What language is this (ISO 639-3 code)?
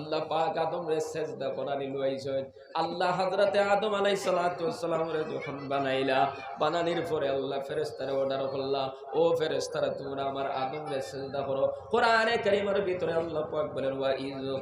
syl